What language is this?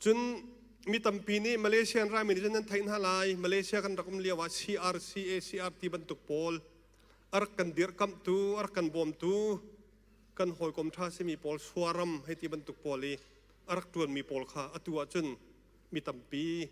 Hakha Chin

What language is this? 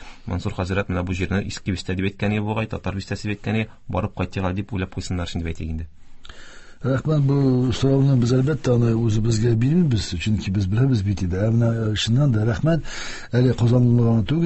Tatar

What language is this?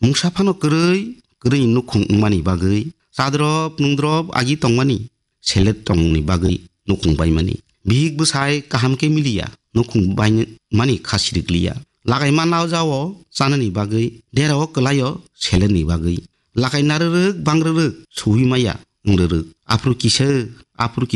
Kok Borok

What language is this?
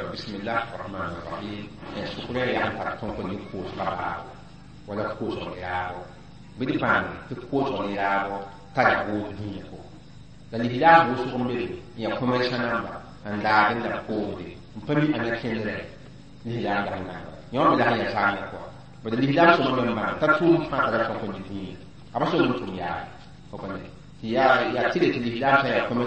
Mossi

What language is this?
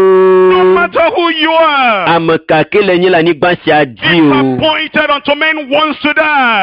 Ewe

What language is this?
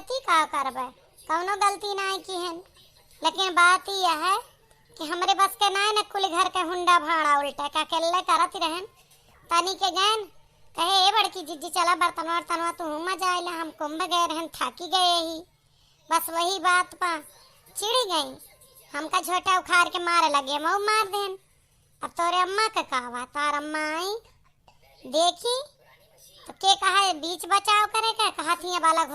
Awadhi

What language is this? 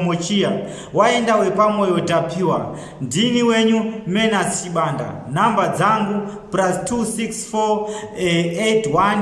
Shona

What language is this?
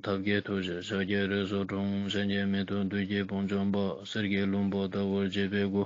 Ladakhi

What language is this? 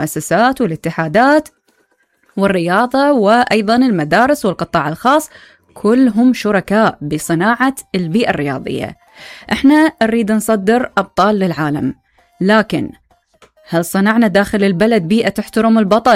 Mesopotamian Arabic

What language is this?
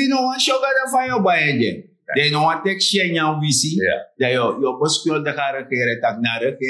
Sranan Tongo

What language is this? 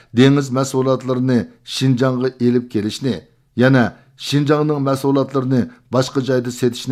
Uyghur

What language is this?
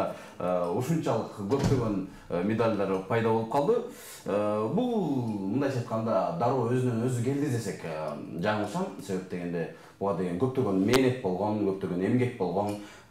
Kyrgyz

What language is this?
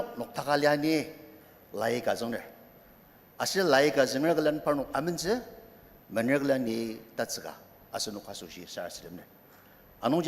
Ao Naga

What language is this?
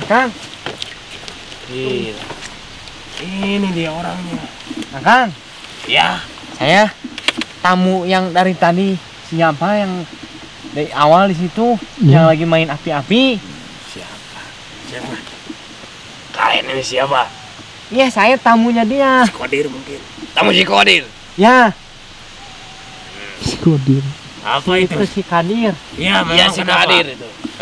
Indonesian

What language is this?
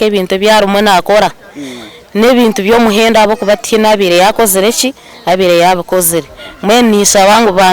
Nyankole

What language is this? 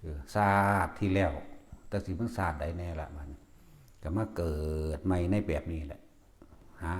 Northeastern Thai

